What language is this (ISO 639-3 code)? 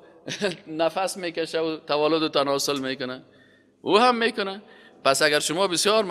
fas